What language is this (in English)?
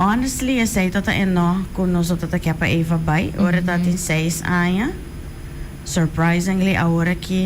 Papiamento